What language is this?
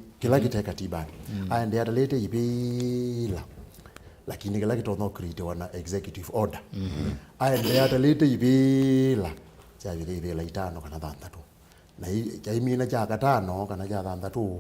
Kamba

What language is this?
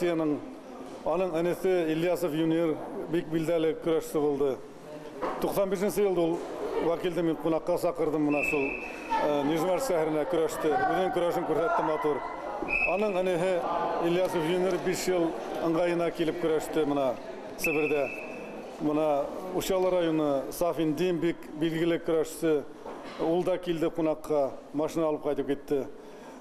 Bashkir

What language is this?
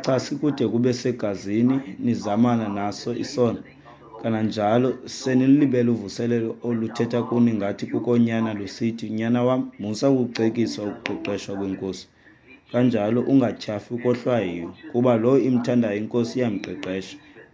Xhosa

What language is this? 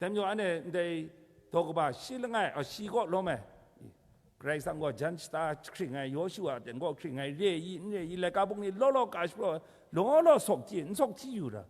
Kachin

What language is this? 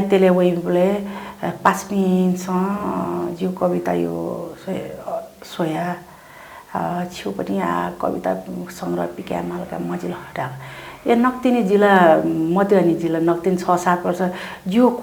Newari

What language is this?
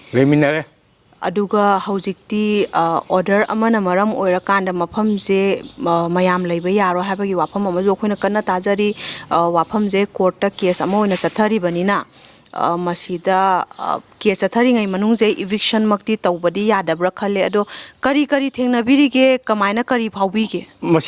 Manipuri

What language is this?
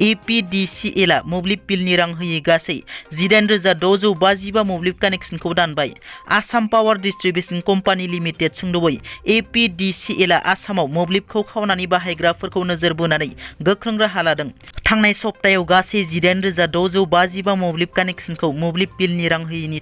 Bodo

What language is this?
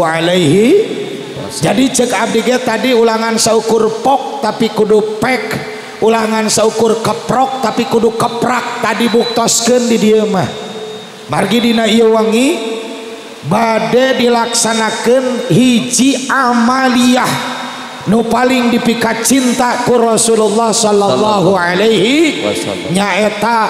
Sundanese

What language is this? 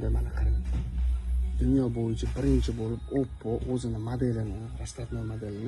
Uzbek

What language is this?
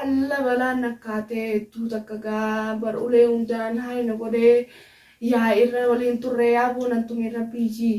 Oromo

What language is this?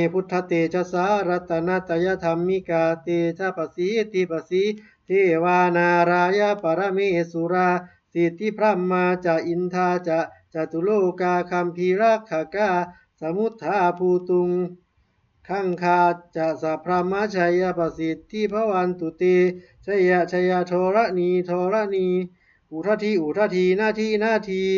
Pali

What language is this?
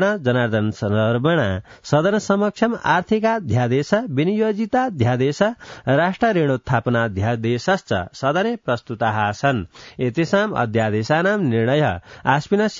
Sanskrit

